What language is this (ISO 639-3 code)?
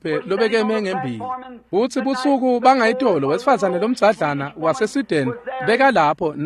ssw